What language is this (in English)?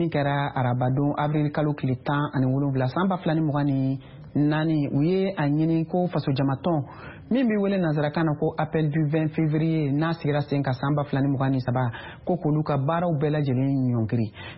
Bambara